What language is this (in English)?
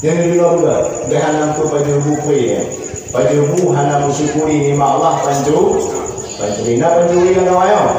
Achinese